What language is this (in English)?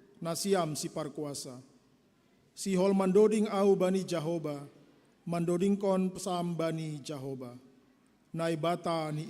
Batak Simalungun